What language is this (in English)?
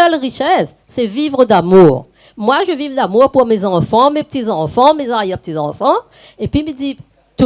Réunion Creole French